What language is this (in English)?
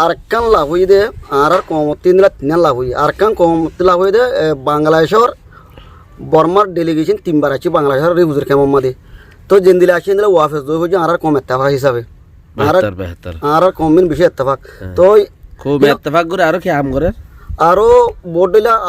Rohingya